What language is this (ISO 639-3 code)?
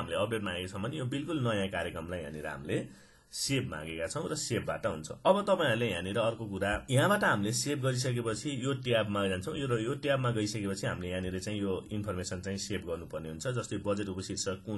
nep